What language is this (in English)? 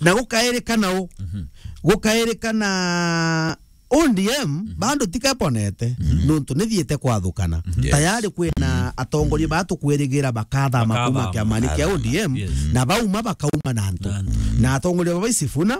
Meru